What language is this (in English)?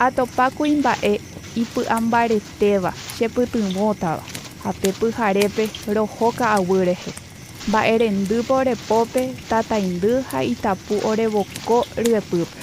Guarani